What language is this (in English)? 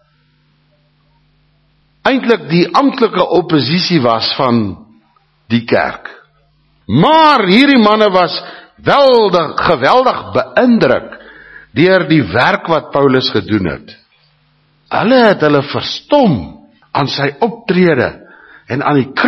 Afrikaans